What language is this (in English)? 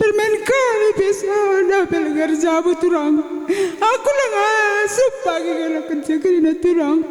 Batak Karo